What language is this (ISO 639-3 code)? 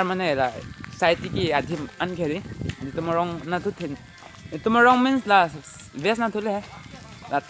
mjw